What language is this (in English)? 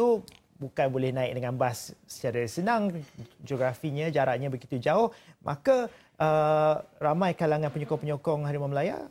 Malay